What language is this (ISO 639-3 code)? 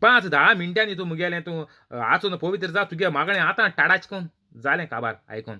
kok